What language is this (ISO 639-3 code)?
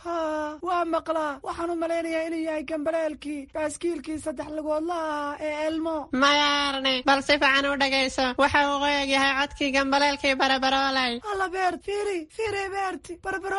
som